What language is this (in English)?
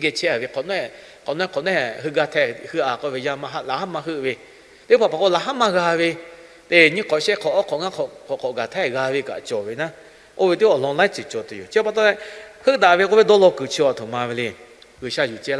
Lahu